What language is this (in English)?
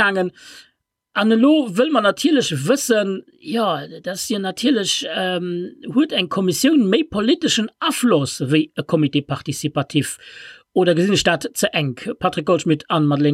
Luxembourgish